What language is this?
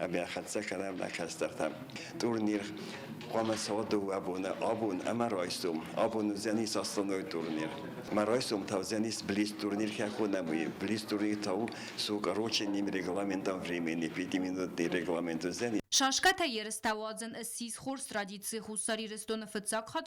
Ossetic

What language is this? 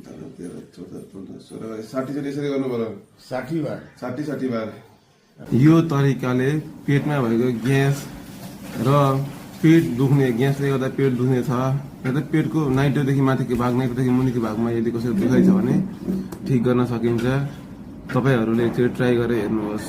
Nepali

